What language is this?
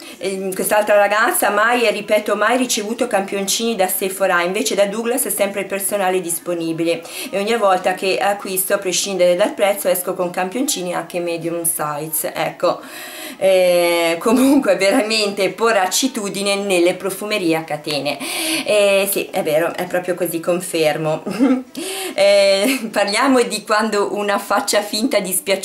Italian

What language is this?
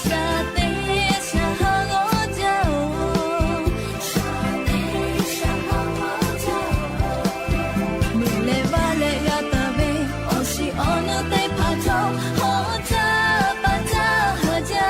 Lahu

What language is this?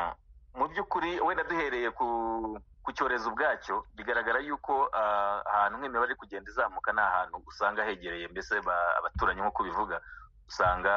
Kinyarwanda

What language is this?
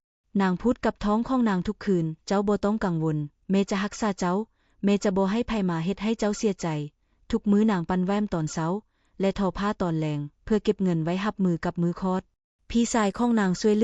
Lao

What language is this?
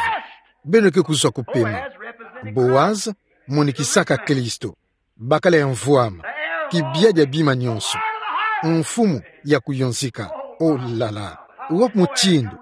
Kituba (Democratic Republic of Congo)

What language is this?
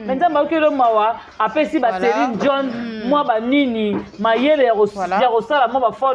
Lingala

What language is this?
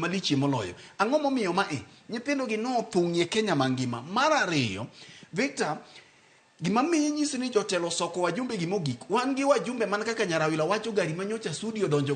Luo (Kenya and Tanzania)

